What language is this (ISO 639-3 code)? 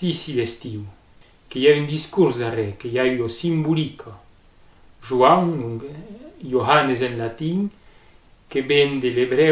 oci